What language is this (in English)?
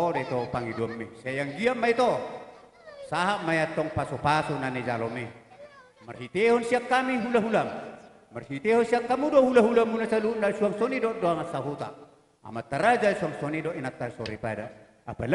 Batak Toba